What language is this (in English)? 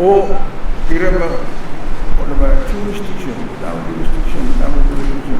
Pohnpeian